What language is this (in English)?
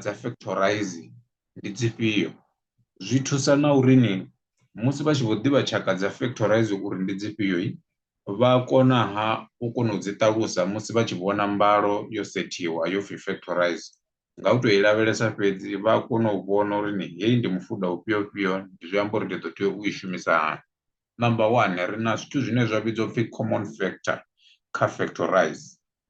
Venda